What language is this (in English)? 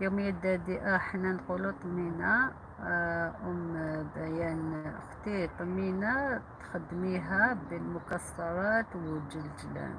Algerian Arabic